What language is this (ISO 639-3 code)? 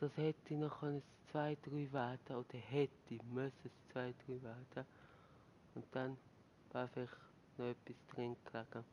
gsw